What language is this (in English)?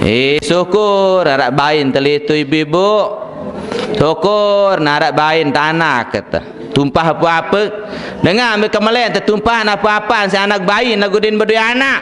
Sasak